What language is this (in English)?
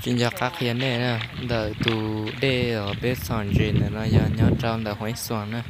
Hmong